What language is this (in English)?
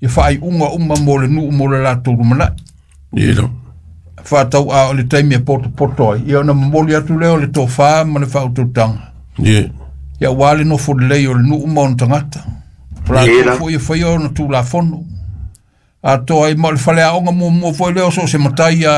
Samoan